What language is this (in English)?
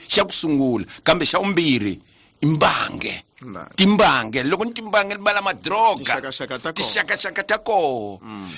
Tsonga